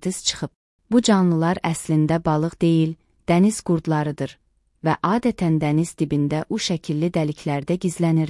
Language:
Azerbaijani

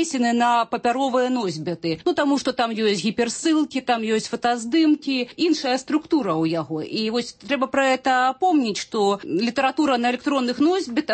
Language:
Belarusian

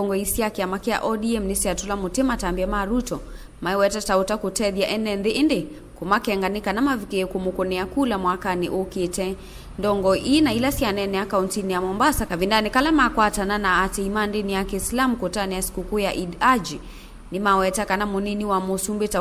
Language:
Kamba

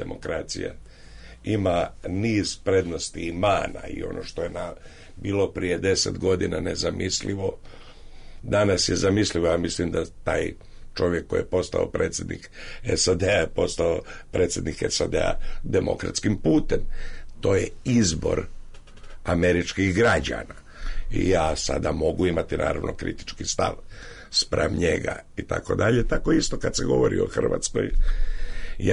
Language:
Croatian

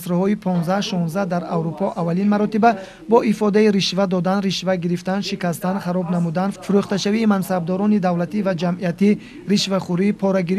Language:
Tajik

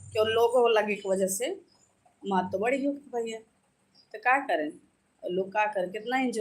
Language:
Awadhi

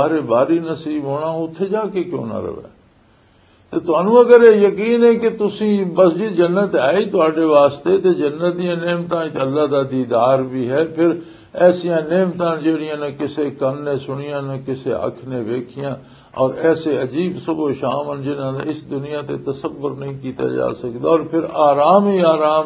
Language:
Western Panjabi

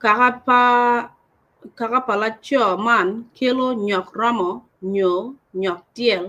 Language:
Acoli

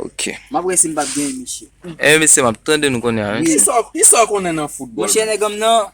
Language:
Haitian Creole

